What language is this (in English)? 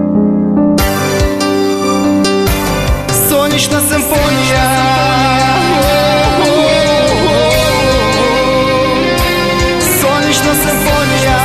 Ukrainian